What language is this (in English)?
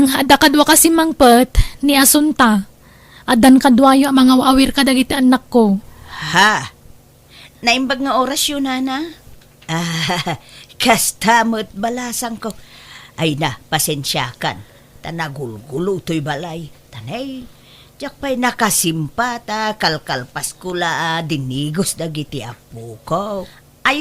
Iloko